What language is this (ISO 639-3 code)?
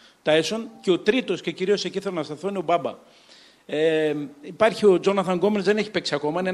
ell